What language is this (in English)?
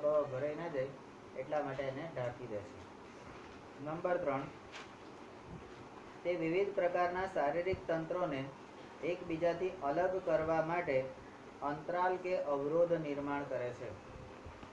Gujarati